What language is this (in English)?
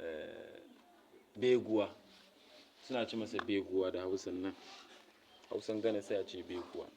Hausa